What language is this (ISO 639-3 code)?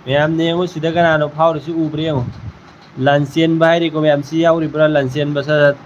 mni